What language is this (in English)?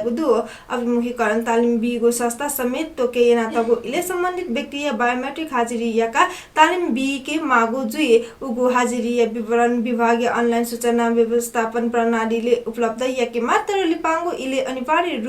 Newari